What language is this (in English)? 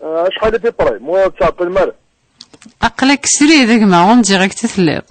Kabyle